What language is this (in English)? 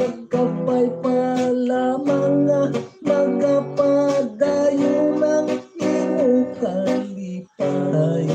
Hiligaynon